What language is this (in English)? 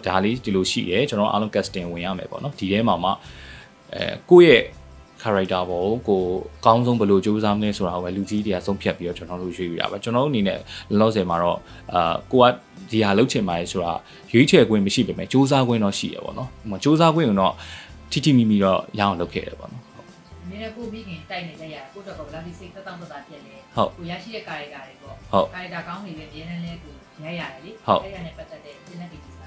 Burmese